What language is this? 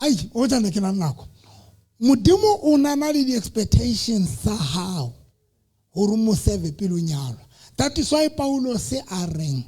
Southern Sotho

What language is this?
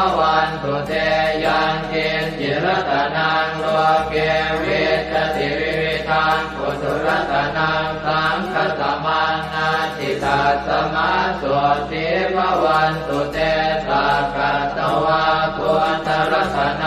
Pali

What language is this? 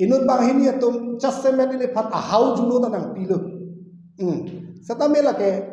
Karbi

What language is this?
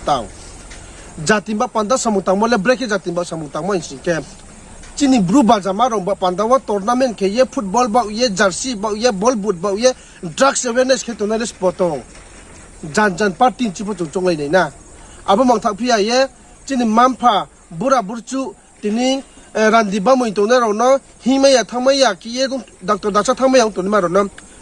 Riang (India)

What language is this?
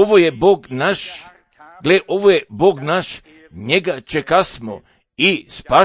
Croatian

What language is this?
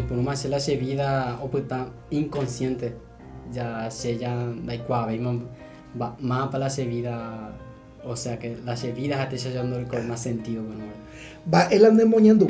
Guarani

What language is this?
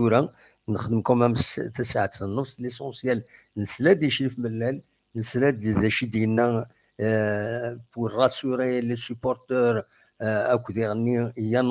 Kabyle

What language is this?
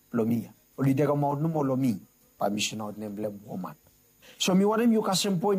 Bislama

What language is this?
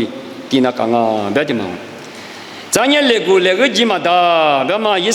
Lisu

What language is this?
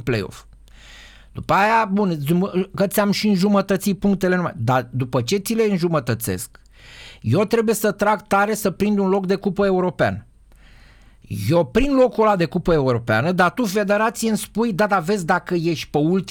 Romanian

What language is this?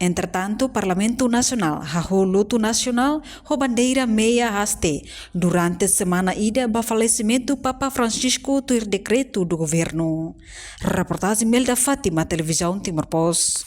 Tetum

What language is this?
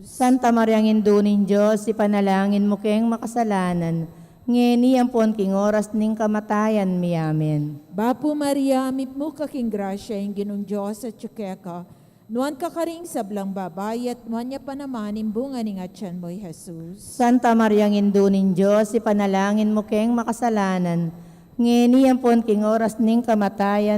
Pampanga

